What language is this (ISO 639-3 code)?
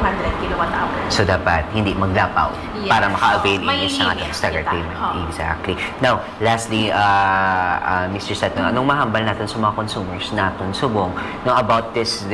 hil